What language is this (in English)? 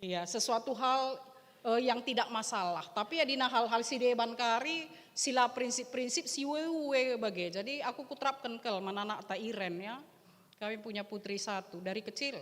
Batak Karo